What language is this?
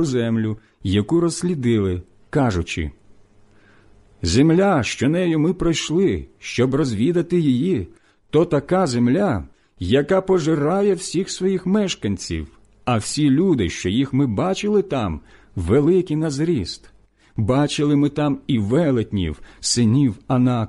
Ukrainian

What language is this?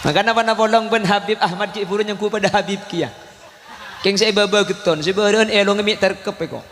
Madurese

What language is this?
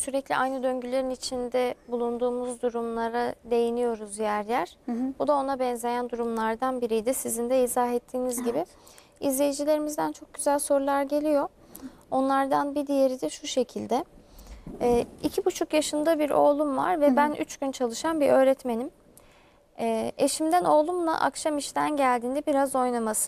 Turkish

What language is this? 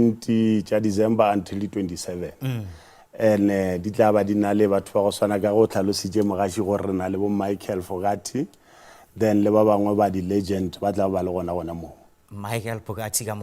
Northern Sotho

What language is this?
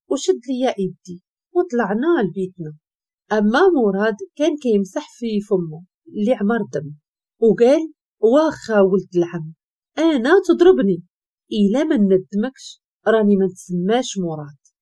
Moroccan Arabic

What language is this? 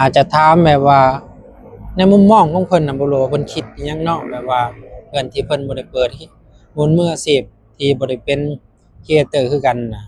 Northeastern Thai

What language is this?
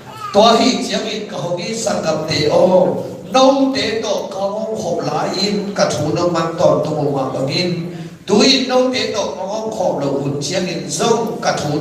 Tedim Chin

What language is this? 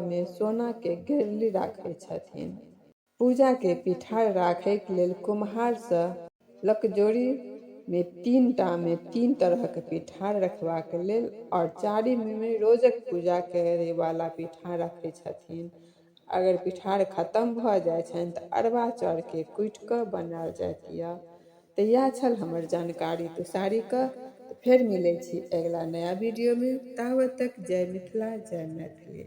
Maithili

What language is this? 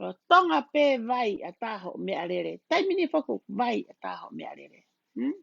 Tongan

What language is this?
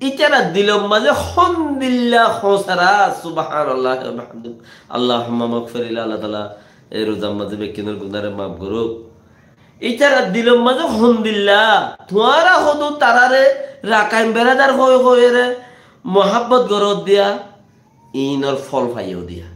Rohingya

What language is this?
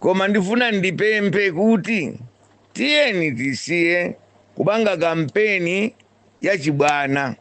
Nyanja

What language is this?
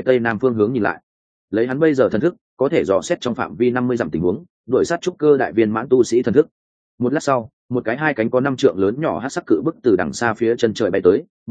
Vietnamese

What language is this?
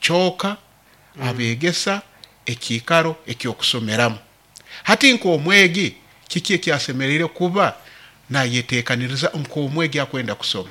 Nyankole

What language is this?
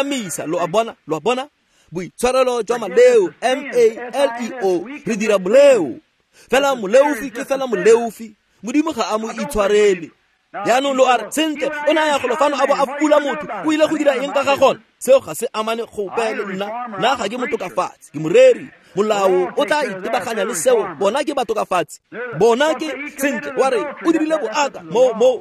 Tswana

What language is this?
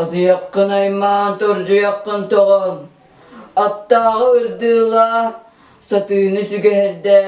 Yakut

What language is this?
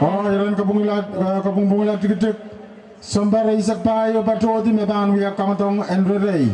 Pohnpeian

